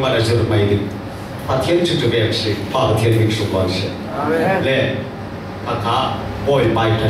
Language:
Falam Chin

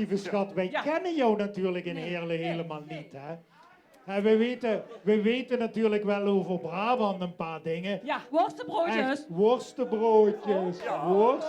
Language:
Limburgish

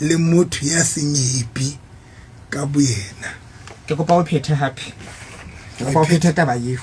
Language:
Southern Sotho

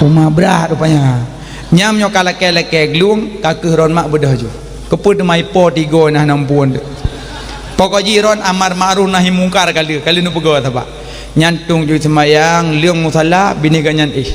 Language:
Achinese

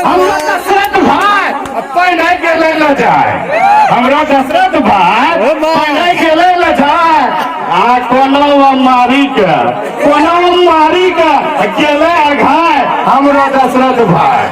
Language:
Angika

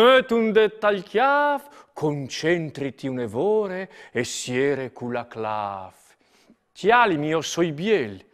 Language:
Friulian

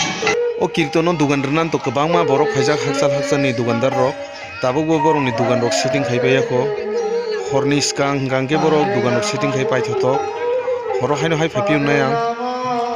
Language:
Kok Borok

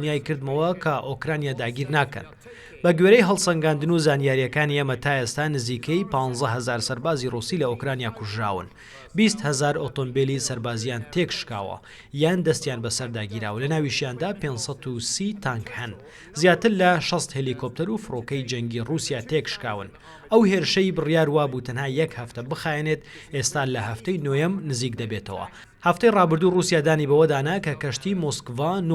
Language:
Central Kurdish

